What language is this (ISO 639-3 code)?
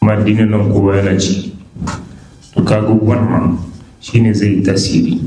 hau